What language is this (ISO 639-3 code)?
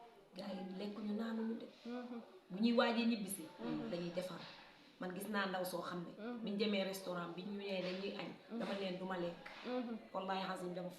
wol